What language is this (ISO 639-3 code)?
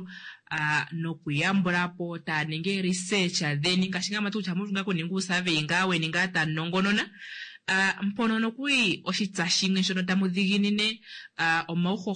kua